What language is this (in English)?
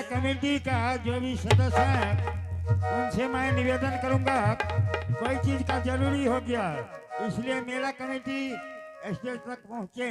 Angika